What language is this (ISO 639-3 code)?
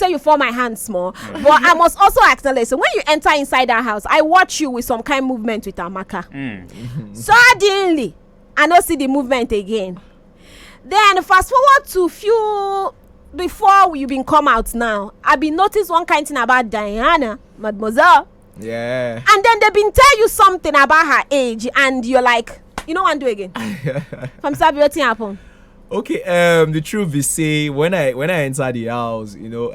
pcm